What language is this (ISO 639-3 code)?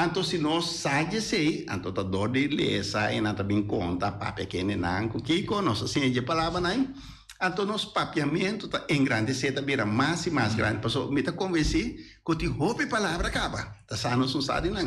pap